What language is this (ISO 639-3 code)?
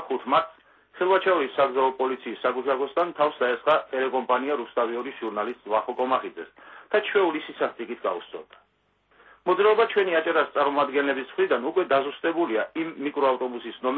kat